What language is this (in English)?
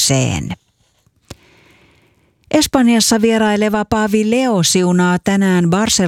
Finnish